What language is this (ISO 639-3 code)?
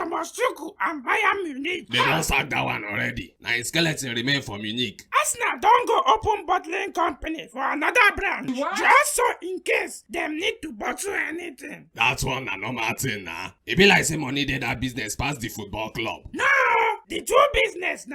pcm